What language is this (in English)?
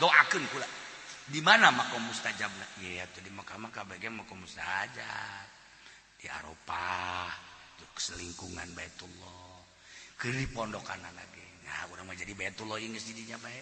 Sundanese